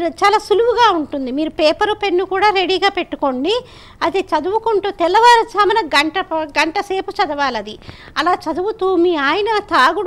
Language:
Telugu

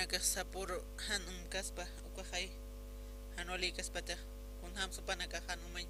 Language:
Aymara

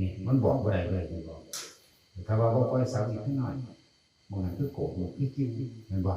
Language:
Northeastern Thai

